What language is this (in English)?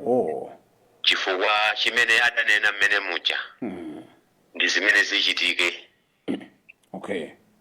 Nyanja